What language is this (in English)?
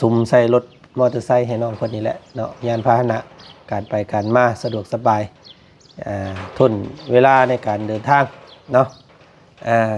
Lao